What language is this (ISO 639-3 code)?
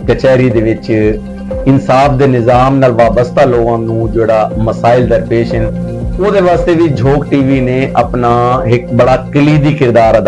skr